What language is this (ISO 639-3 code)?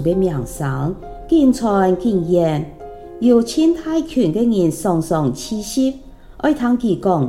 hak